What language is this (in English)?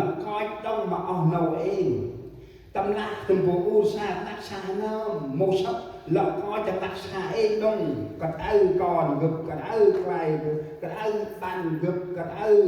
Central Mnong